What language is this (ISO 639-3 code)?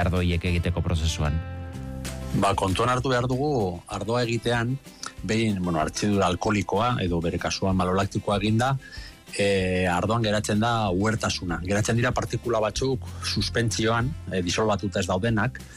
eus